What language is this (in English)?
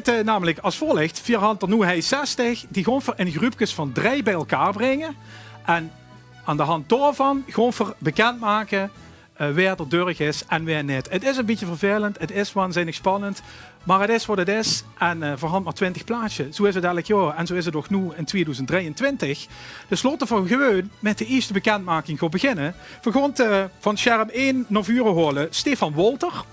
Limburgish